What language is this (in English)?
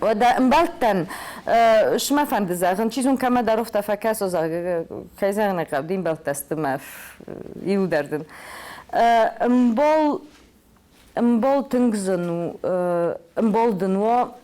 Ossetic